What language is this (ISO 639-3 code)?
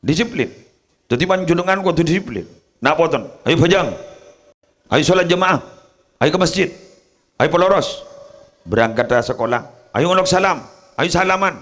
mad